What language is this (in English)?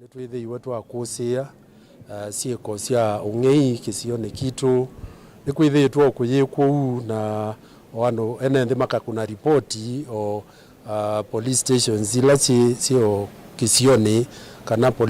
Kamba